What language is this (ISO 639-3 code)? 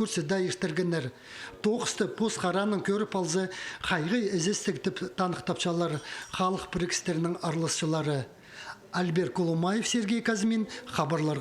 kjh